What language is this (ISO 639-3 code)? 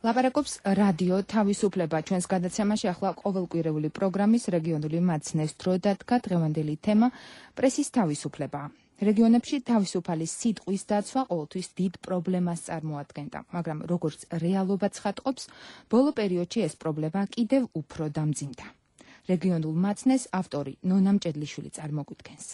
kat